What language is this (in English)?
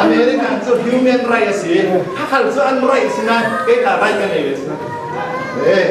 Falam Chin